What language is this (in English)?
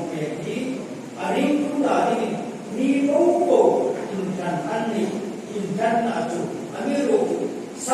Hmar